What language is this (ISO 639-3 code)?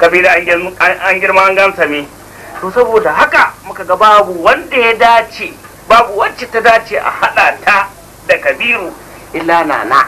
hau